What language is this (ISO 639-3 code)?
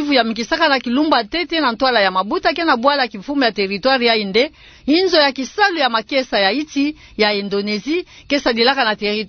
ktu